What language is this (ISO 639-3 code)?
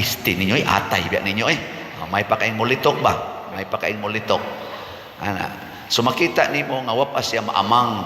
ceb